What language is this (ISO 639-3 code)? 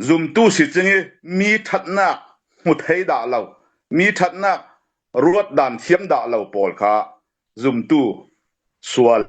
cfm